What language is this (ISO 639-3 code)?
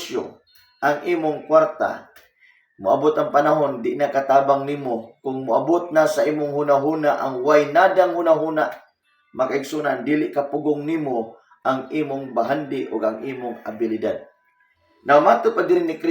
ceb